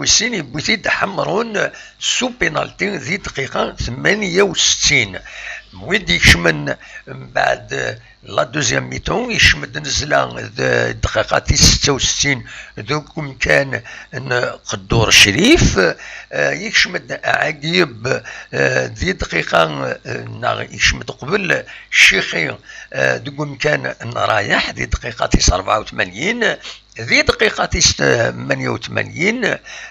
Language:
Kabyle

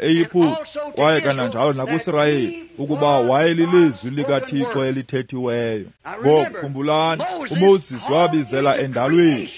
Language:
Xhosa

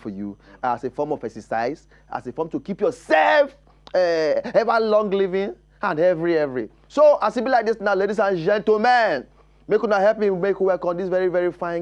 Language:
Nigerian Pidgin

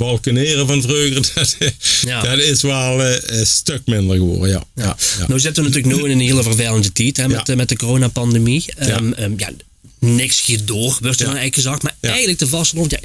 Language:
Limburgish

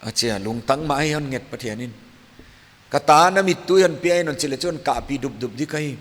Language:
Paite Chin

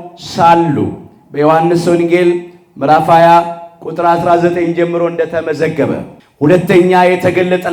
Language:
Amharic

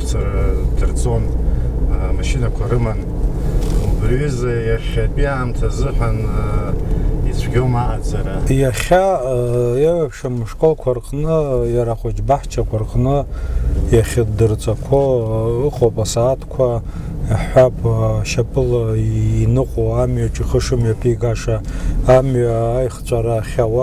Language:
Abkhazian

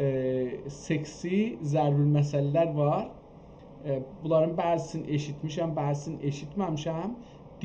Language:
South Azerbaijani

